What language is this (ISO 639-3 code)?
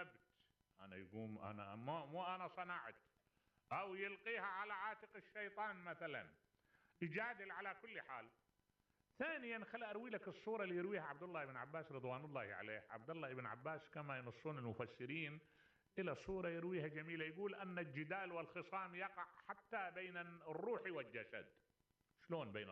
acm